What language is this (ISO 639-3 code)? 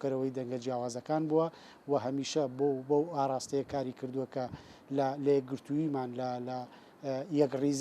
ckb